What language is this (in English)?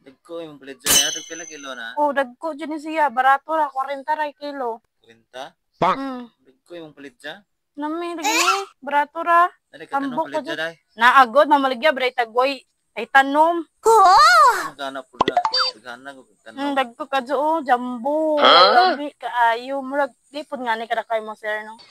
Cebuano